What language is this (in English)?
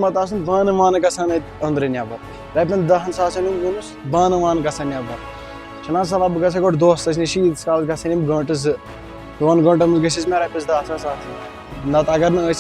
Kashmiri